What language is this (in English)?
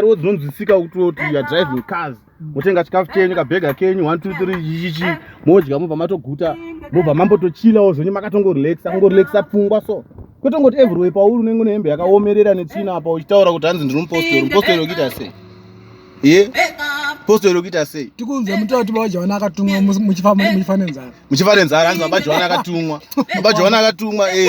Shona